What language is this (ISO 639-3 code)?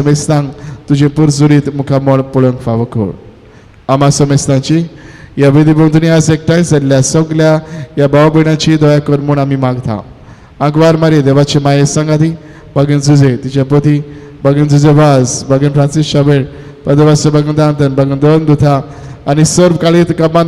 kok